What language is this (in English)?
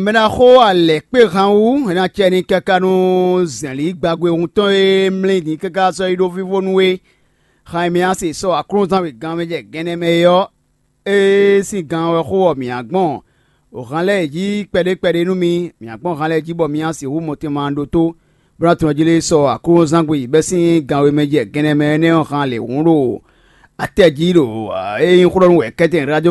Fon